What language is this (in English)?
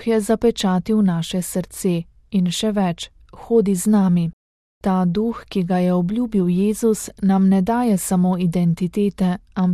Slovenian